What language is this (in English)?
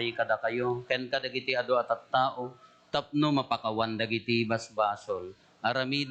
Iloko